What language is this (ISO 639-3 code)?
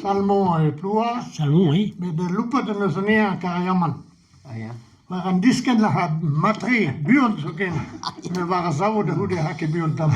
bre